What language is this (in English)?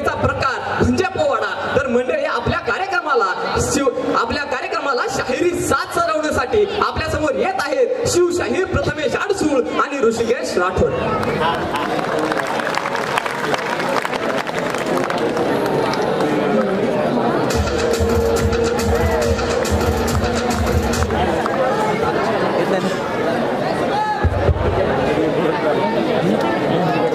Marathi